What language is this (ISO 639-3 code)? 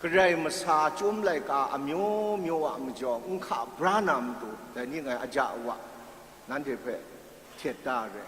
kac